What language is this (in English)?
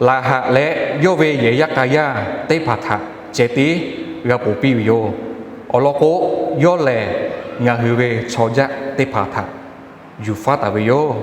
Lahu